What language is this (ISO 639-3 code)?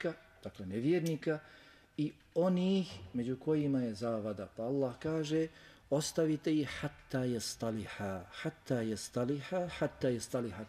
bos